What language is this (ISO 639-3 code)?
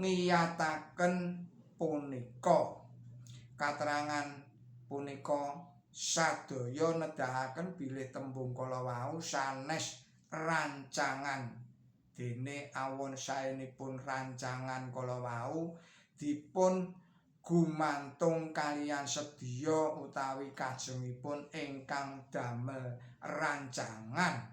jav